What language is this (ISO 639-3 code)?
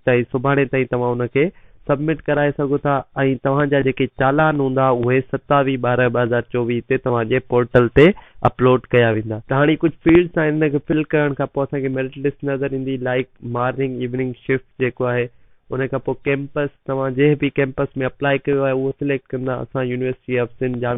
snd